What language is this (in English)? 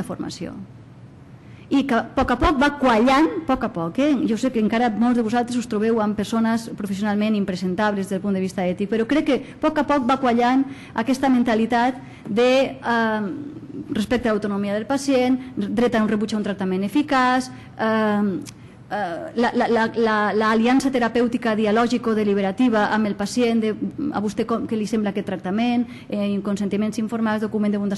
Catalan